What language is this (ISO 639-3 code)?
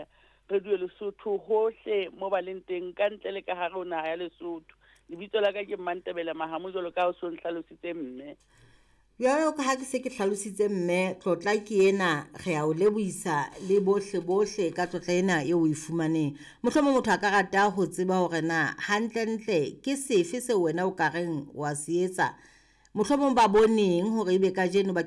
sot